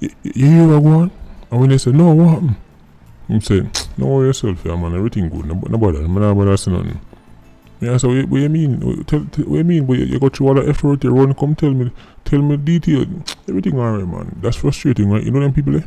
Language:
Jamaican Creole English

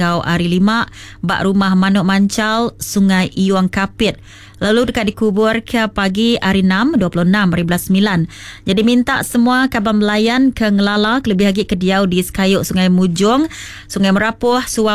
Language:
Iban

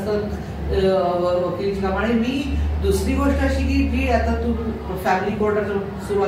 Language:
Marathi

